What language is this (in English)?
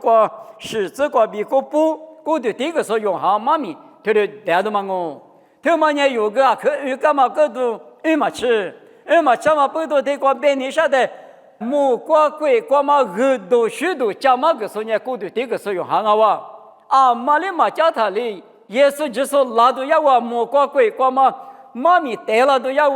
Lisu